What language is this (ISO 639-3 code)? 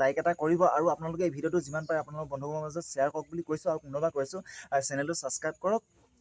asm